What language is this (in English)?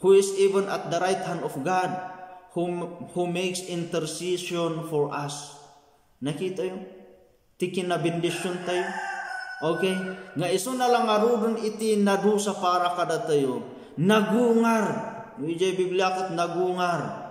Iloko